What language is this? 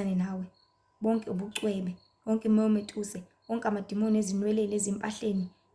Zulu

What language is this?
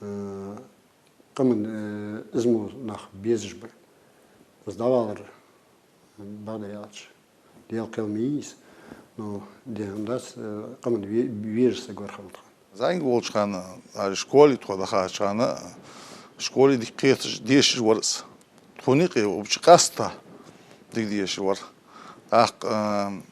Ingush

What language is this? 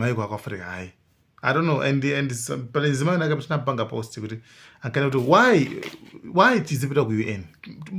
Nyanja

